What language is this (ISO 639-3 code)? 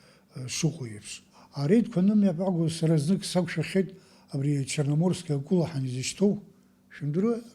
abk